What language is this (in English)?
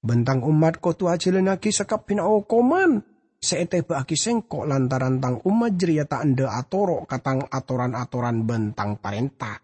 Madurese